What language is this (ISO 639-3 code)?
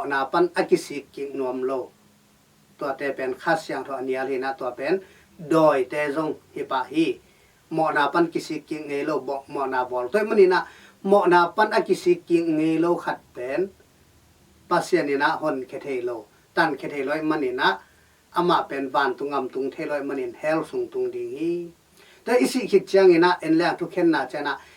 ctd